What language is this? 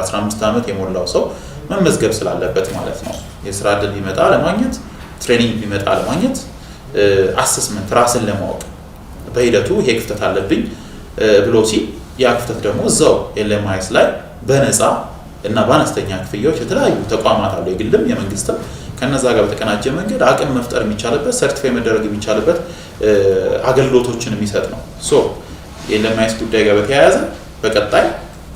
Amharic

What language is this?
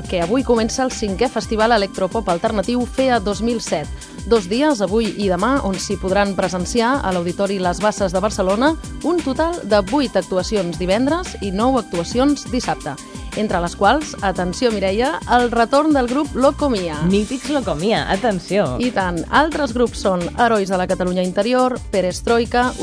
Catalan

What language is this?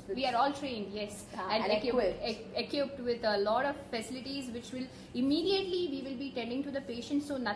English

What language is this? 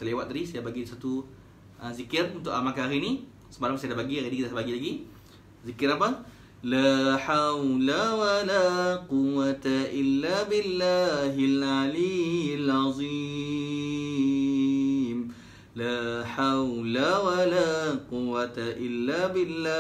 Malay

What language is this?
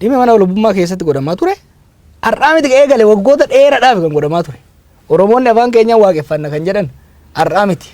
Oromo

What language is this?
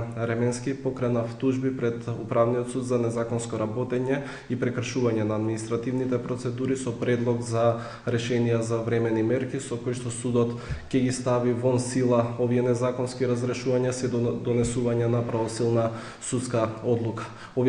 Macedonian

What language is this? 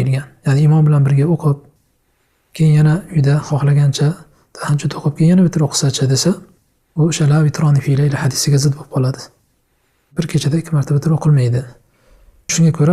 Uzbek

